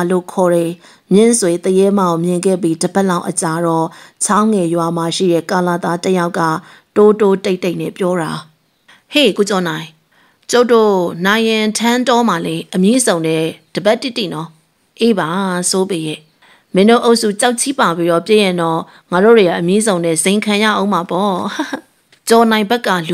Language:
Burmese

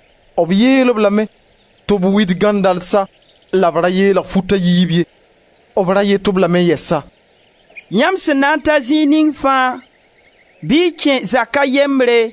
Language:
Mossi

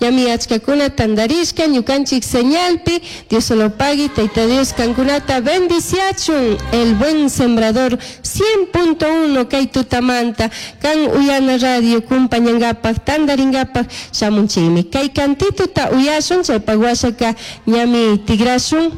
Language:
Chimborazo Highland Quichua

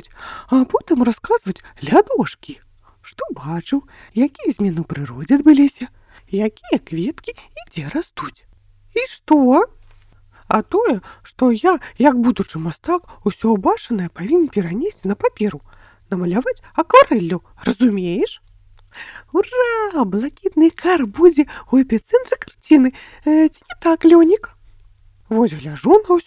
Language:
Belarusian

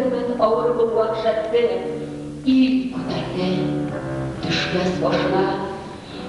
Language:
Bashkir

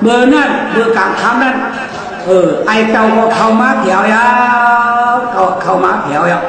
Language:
Shan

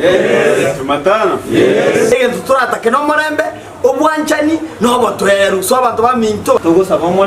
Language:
Gusii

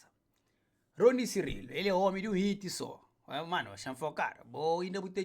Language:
Kabuverdianu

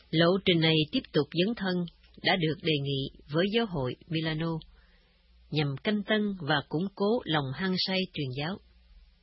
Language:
Vietnamese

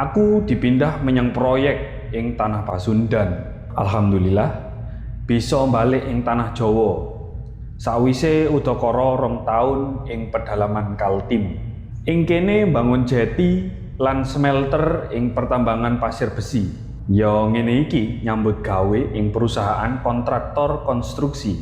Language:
Javanese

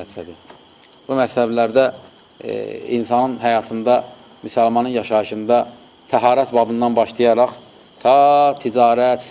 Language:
Azerbaijani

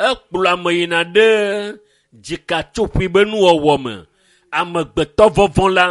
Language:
Ewe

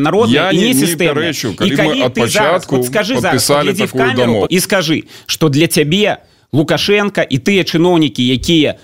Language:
Belarusian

